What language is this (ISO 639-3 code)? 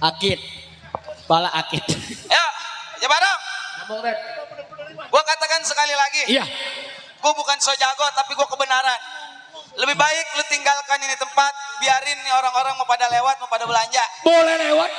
bew